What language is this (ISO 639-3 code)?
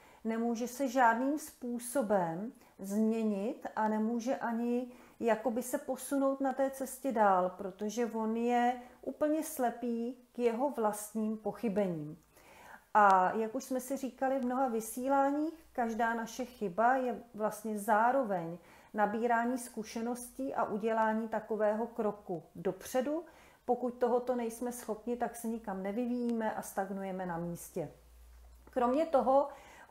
ces